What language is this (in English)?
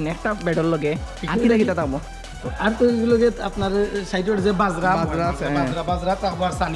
Sylheti